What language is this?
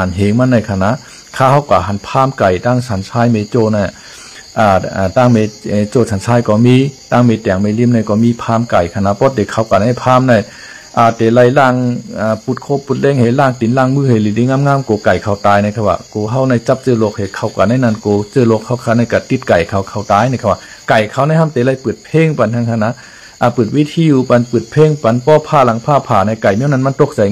Shan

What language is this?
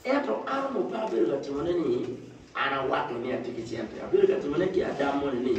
Acoli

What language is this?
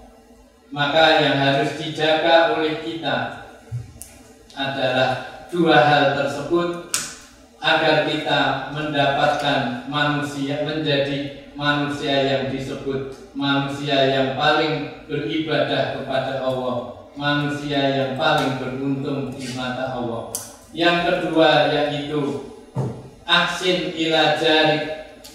Indonesian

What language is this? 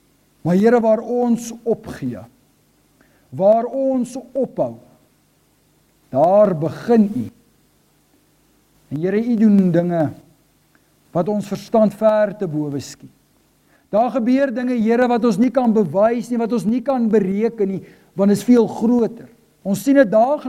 Afrikaans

